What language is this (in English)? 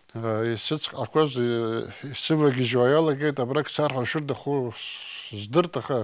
Abkhazian